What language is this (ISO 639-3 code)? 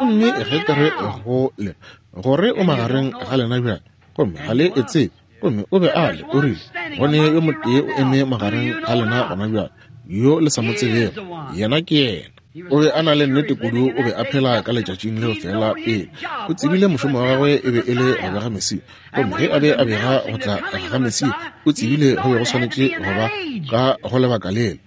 nso